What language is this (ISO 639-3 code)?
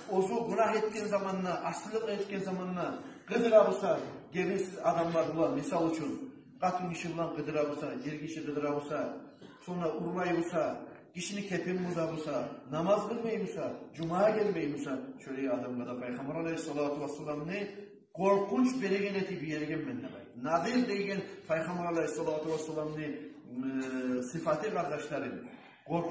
kum